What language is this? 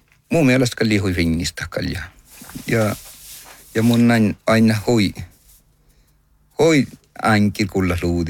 Northern Sami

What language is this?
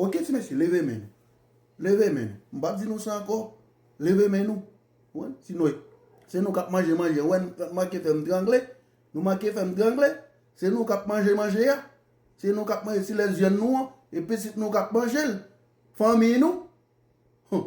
Haitian Creole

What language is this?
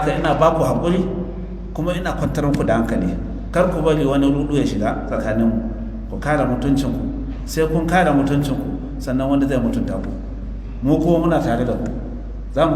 Hausa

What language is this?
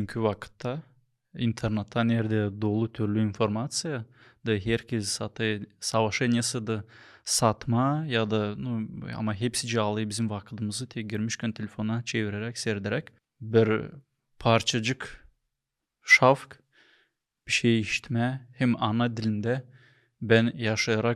Gagauz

